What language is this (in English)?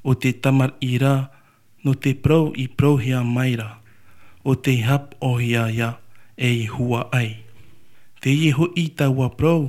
Tahitian